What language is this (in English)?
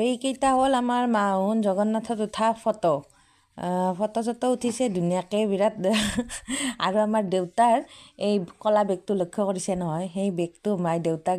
Assamese